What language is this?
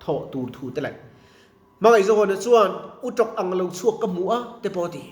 Mizo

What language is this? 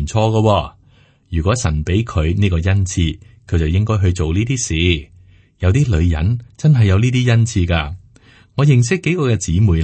Cantonese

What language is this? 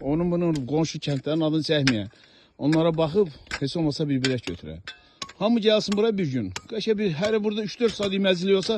Azerbaijani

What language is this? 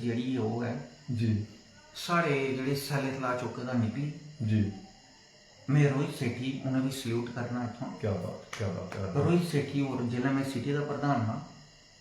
Dogri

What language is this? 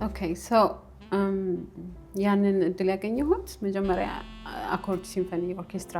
Amharic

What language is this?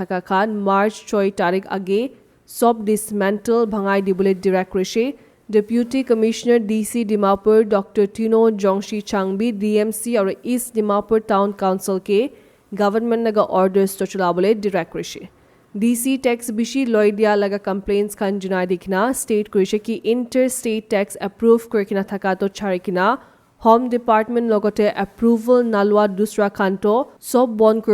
Naga Pidgin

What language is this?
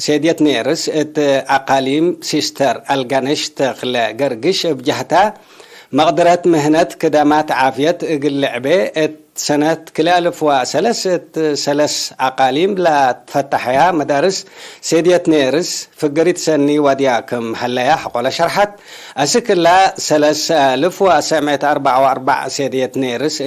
Tigre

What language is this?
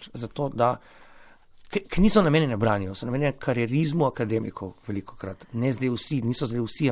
Slovenian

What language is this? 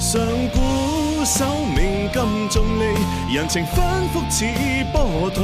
Cantonese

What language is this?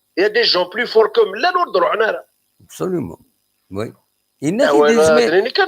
Kabyle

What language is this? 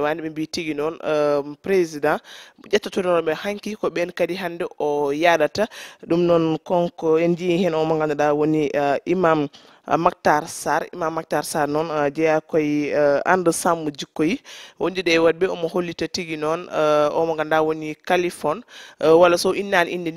Fula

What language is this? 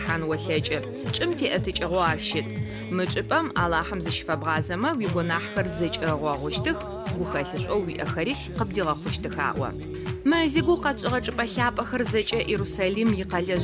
Adyghe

